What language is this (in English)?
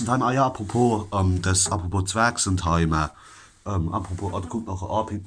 Palatine German